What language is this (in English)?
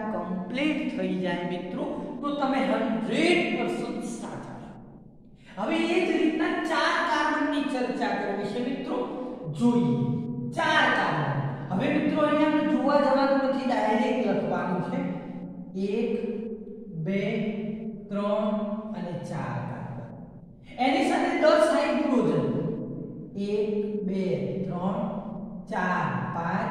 Gujarati